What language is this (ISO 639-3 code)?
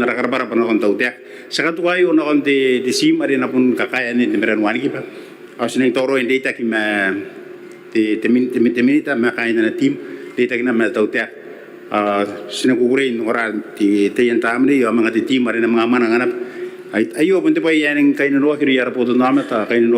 gil